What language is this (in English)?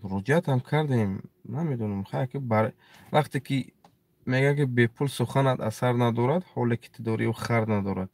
Tajik